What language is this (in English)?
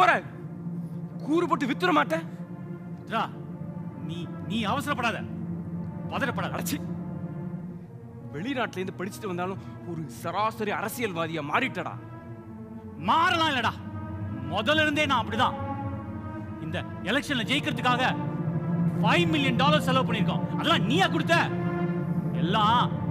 Tamil